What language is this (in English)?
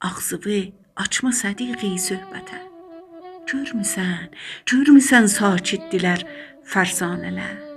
South Azerbaijani